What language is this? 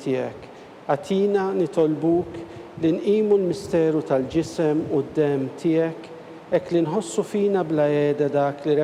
Maltese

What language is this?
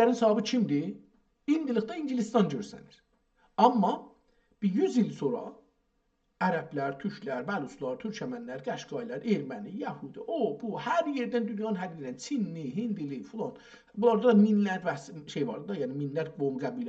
South Azerbaijani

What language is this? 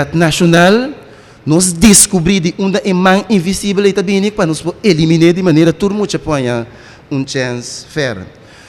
Papiamento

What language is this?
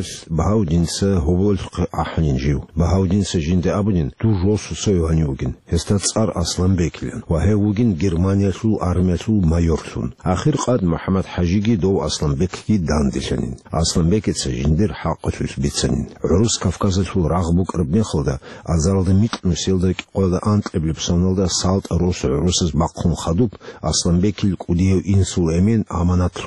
Avaric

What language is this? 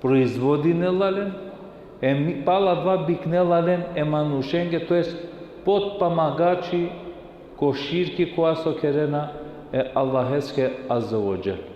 Balkan Romani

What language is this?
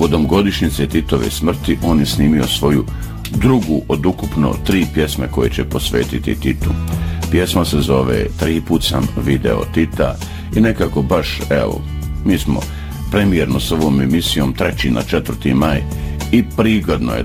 Bosnian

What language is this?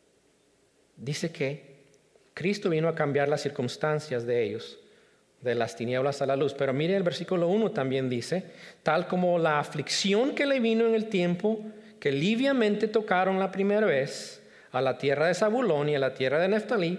Spanish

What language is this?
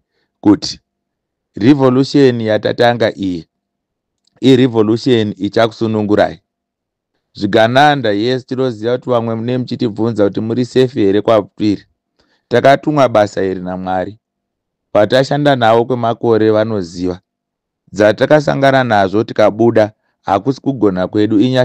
Shona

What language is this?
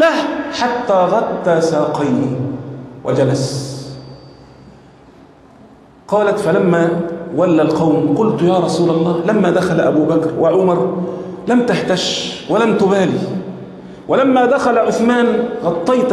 Arabic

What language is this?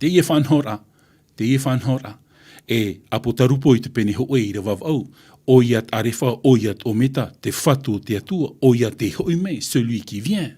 Tahitian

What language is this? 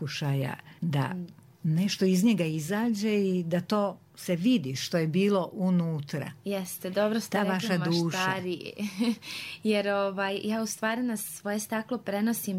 Serbian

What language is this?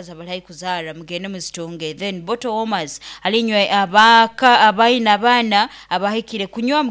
Nyankole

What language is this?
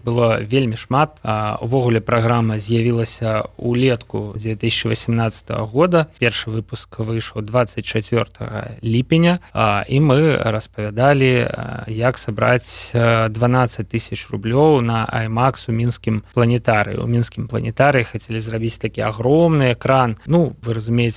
Belarusian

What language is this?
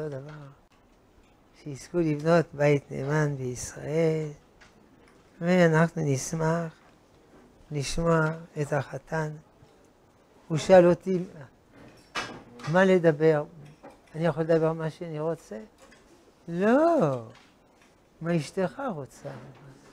Hebrew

